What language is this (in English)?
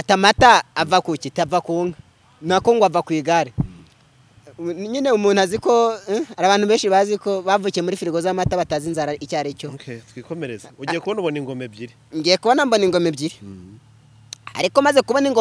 Kinyarwanda